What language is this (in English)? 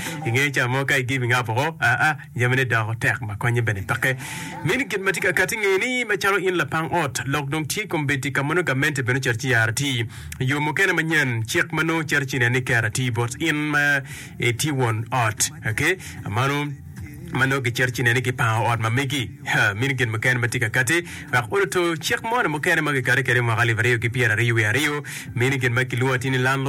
Acoli